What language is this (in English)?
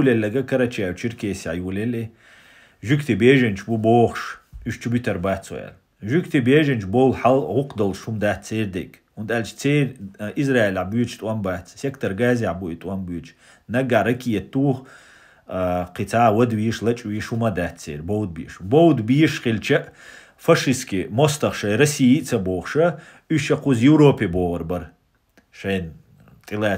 Chechen